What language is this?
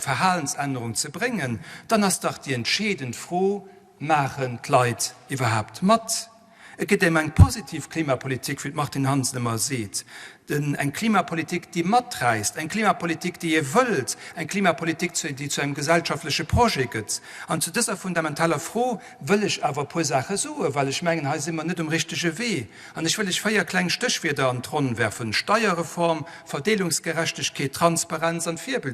Luxembourgish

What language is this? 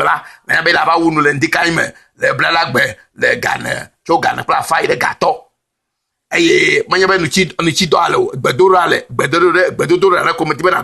Ewe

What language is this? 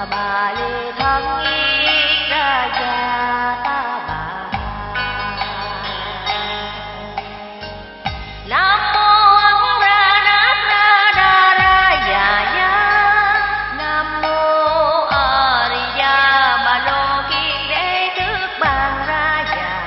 Vietnamese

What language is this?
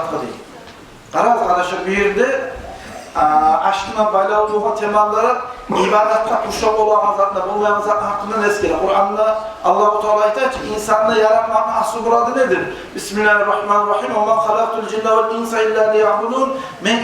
Kumyk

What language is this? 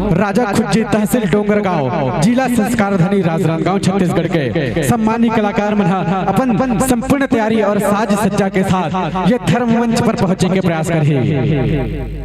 Chhattisgarhi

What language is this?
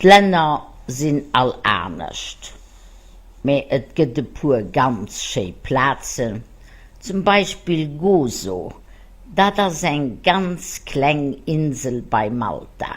Luxembourgish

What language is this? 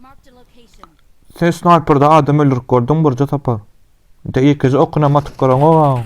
Turkmen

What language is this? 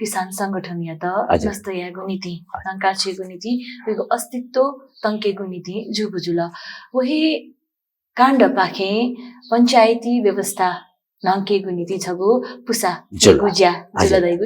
Newari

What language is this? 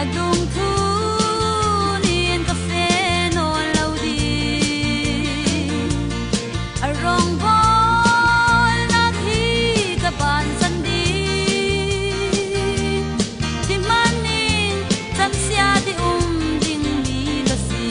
Falam Chin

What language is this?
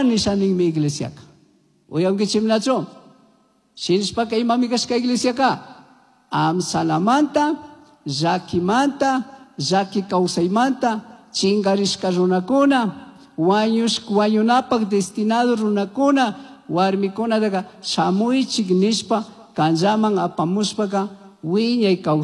Chimborazo Highland Quichua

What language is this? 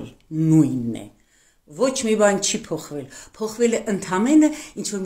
Armenian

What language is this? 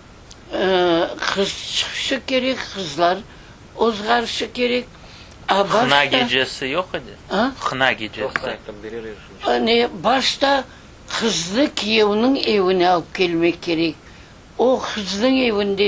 Crimean Tatar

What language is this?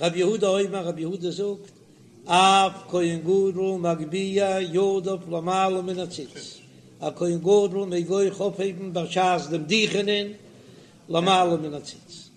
Yiddish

